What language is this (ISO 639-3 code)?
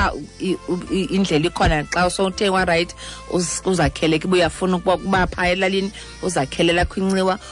xho